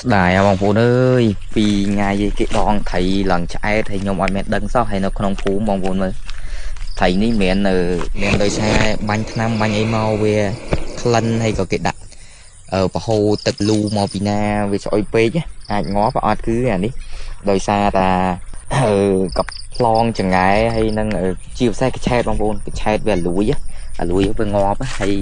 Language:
Khmer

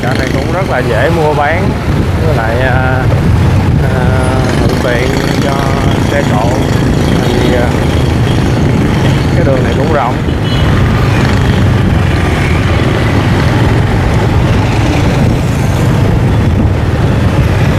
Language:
Vietnamese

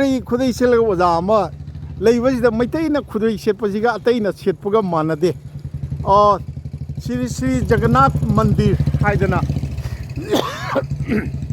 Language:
Manipuri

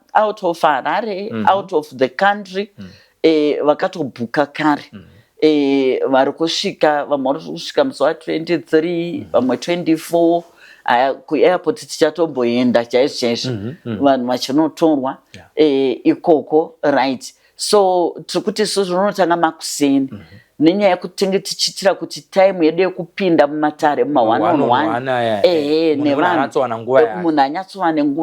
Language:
Shona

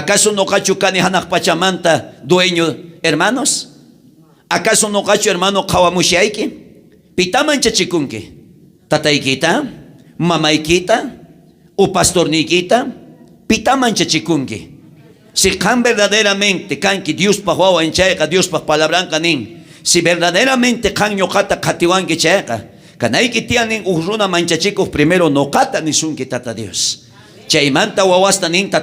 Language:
South Bolivian Quechua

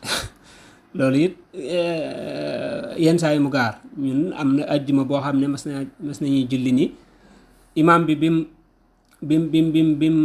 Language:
Wolof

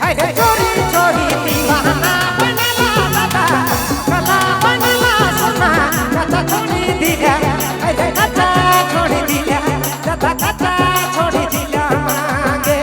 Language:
Sadri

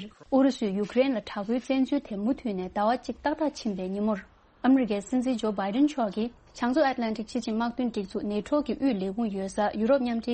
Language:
Tibetan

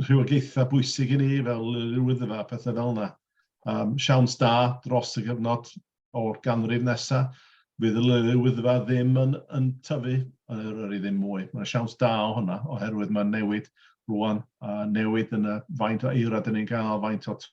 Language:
Welsh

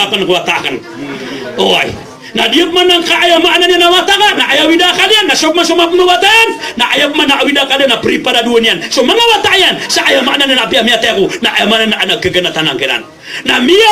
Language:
Maranao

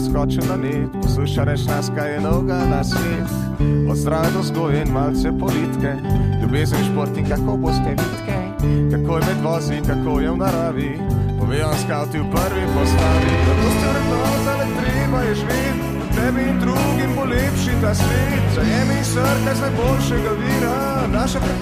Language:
Slovenian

